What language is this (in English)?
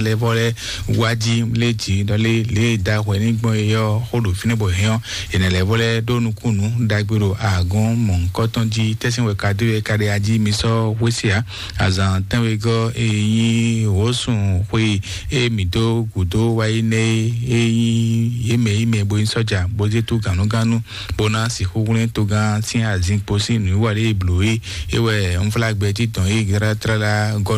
Fon